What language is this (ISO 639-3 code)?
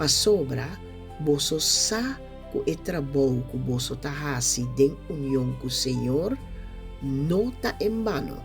pap